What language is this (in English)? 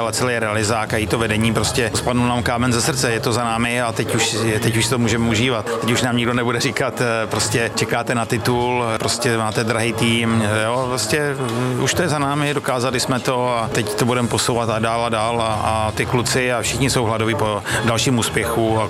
Czech